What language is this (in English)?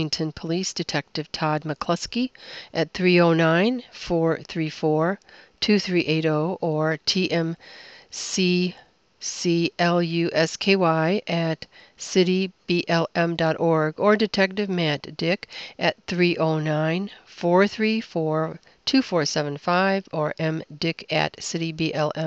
English